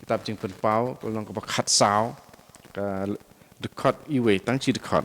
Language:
Khasi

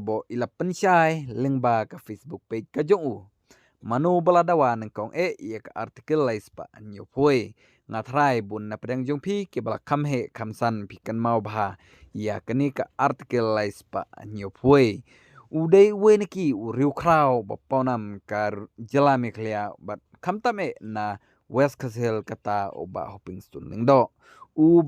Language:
Khasi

